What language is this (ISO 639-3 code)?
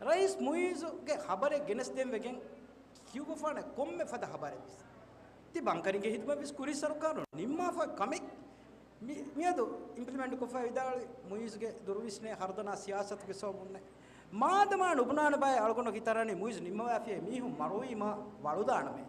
div